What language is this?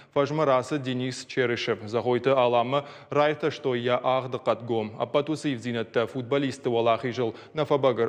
Ossetic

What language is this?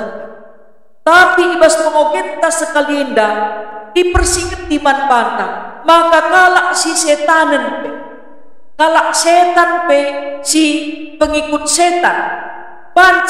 Batak Karo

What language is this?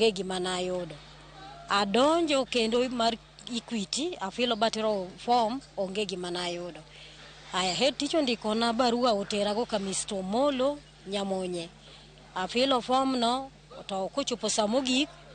Luo (Kenya and Tanzania)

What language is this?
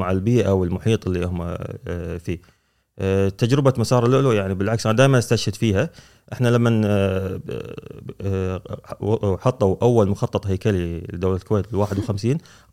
Gulf Arabic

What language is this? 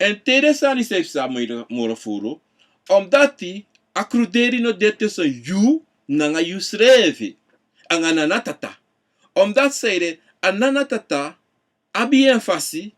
Sranan Tongo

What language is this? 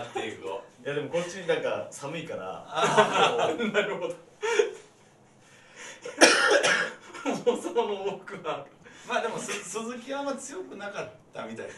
Japanese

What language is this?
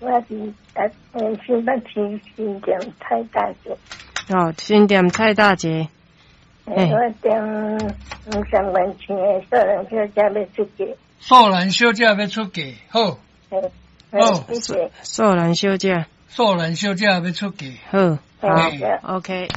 Min Nan Chinese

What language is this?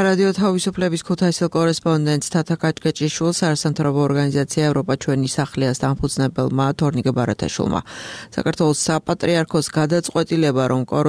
Georgian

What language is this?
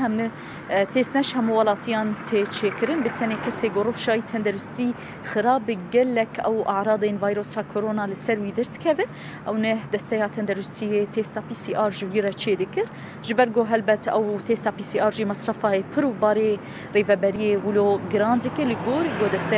Kurdish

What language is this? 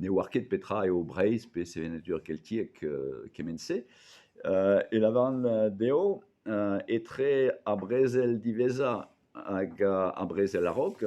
Breton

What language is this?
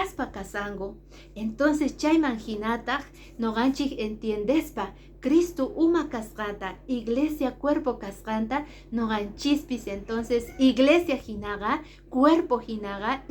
Quechua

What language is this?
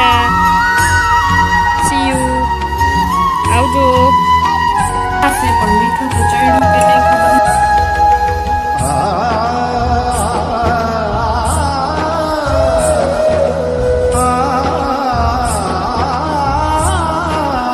Gujarati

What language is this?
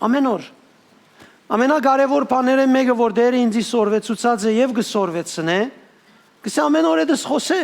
Western Armenian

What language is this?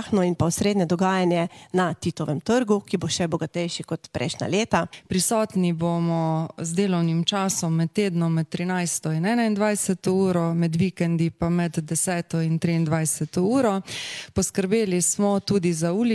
Slovenian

